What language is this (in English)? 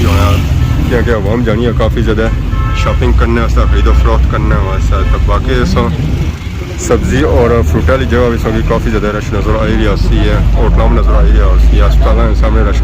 Pahari-Potwari